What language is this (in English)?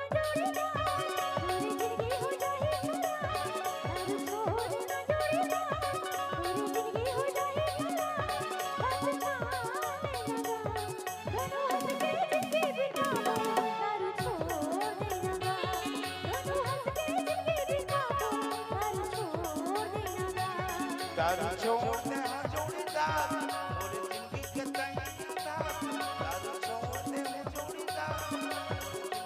Chhattisgarhi